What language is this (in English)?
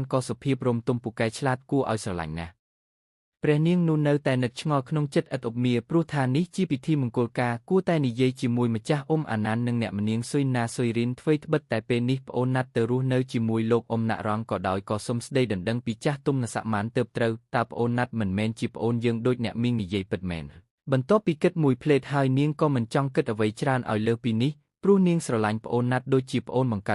Khmer